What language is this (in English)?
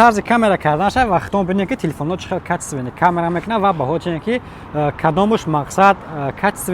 Tajik